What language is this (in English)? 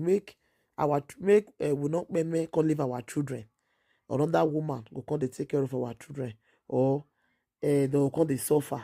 Nigerian Pidgin